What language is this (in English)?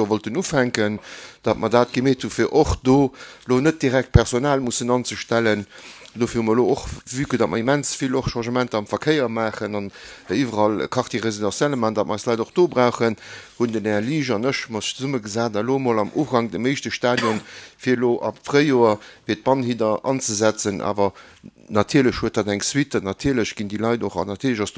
Luxembourgish